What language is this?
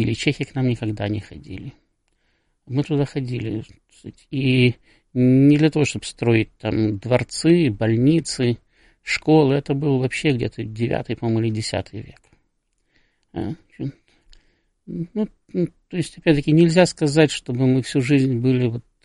Russian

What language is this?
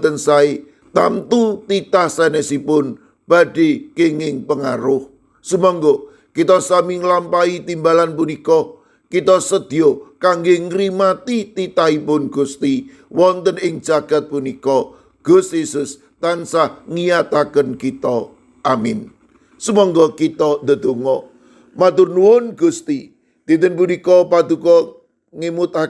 Javanese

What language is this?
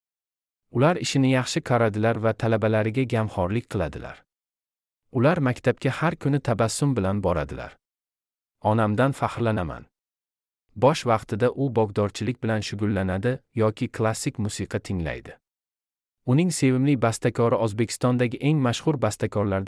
Uzbek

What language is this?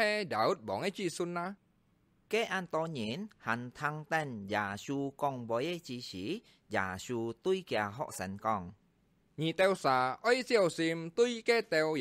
Hakka Chinese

